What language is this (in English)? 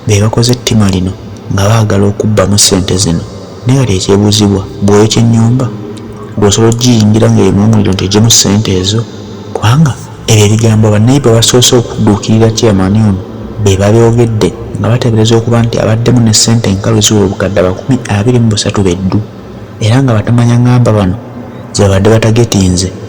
Ganda